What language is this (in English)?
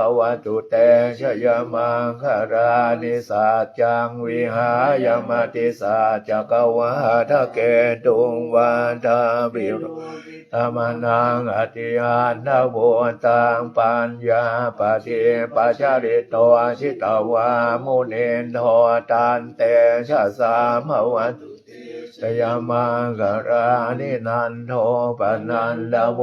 Pali